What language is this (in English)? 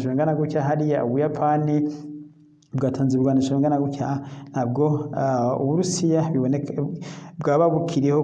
Rundi